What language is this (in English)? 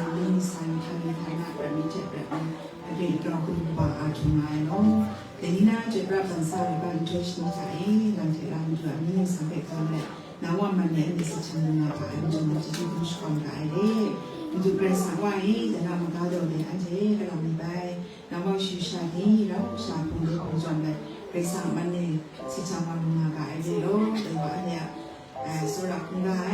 Kachin